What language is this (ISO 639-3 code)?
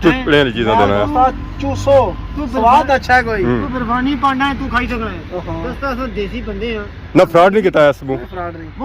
phr